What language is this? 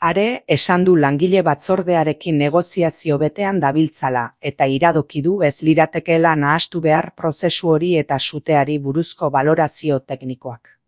Basque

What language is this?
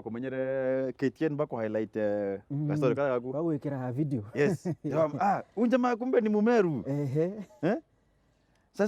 Meru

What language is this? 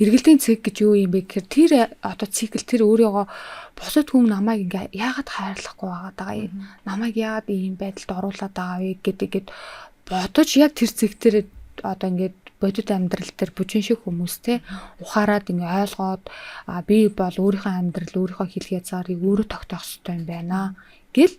Mongolian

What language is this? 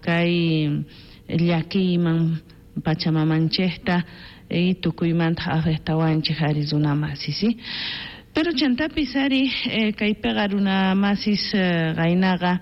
South Bolivian Quechua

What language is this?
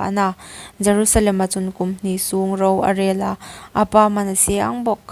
Hmar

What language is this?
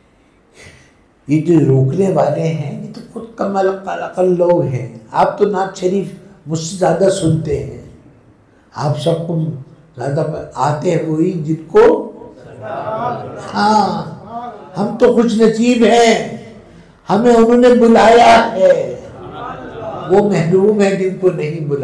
Urdu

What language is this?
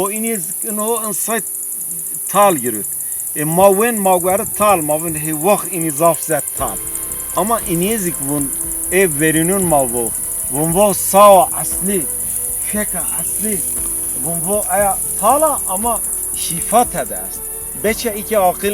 Zaza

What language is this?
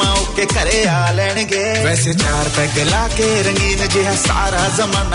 Punjabi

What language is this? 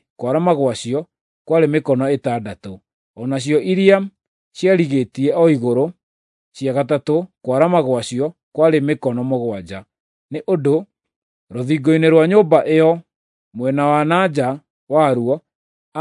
Kikuyu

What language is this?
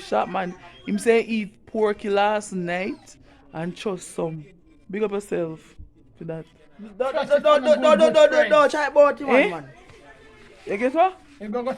Jamaican Creole English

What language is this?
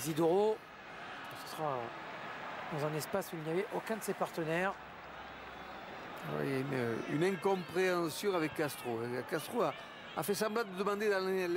French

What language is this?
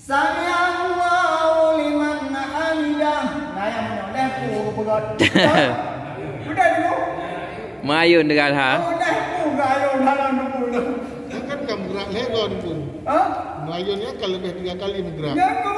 Achinese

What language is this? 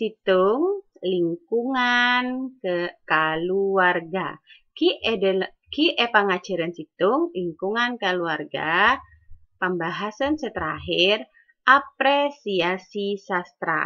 Madurese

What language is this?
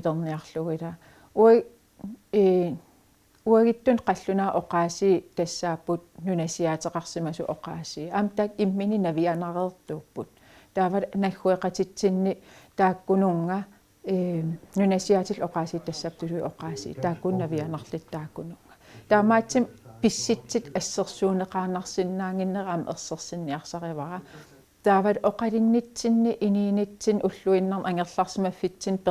Kalaallisut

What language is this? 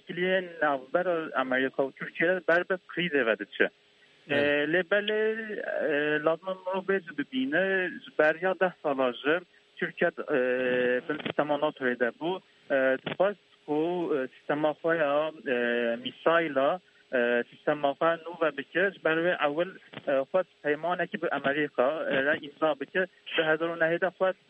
Kurdish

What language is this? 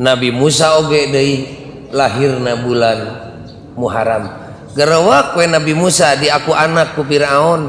Sundanese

